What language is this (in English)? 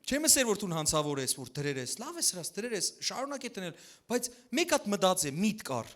Western Armenian